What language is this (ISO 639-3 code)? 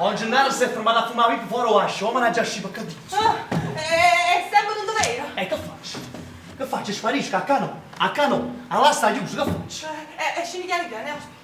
nap